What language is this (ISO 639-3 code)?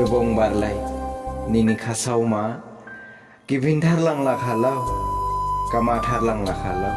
dis